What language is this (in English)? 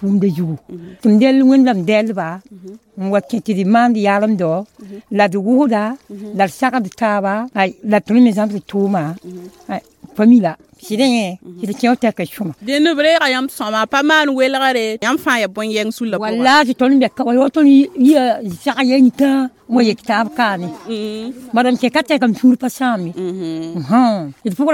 Mossi